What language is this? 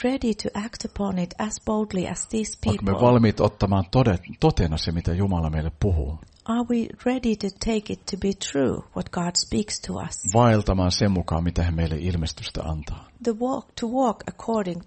Finnish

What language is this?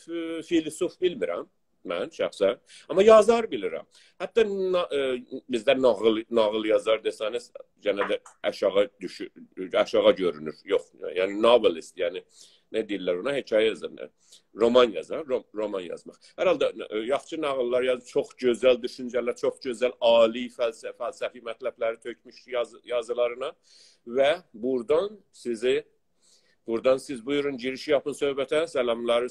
South Azerbaijani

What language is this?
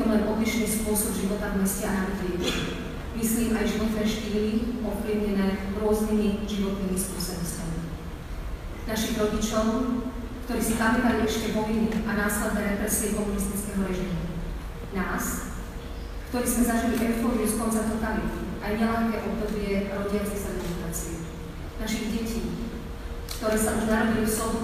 Slovak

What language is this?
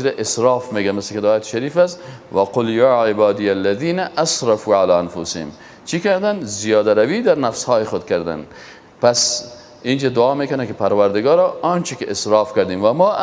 Persian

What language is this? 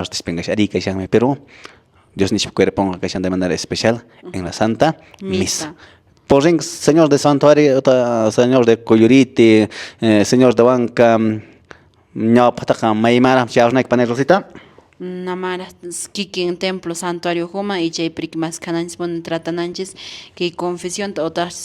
Quechua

